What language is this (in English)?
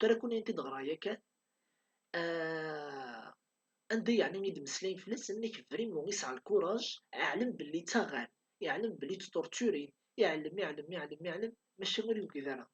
Kabyle